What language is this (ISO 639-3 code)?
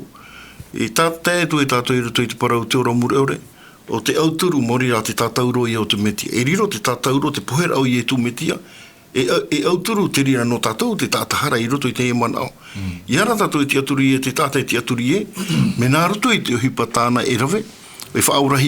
tah